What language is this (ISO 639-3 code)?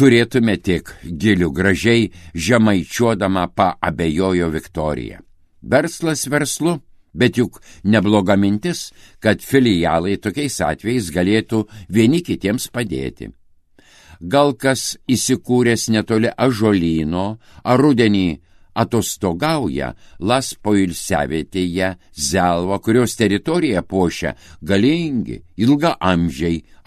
lit